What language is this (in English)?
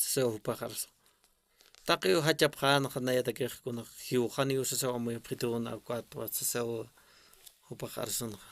Aymara